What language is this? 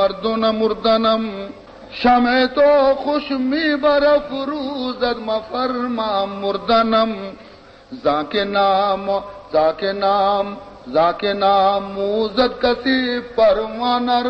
Baluchi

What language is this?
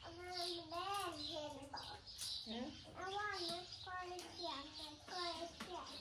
Northeastern Thai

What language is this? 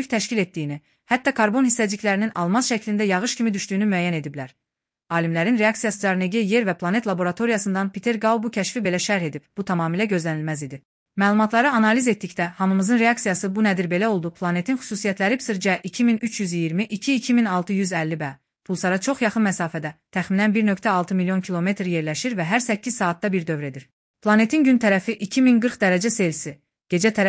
Azerbaijani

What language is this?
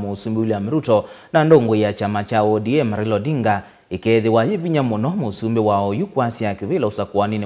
Kamba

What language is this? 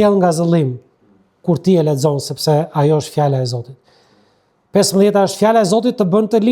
Albanian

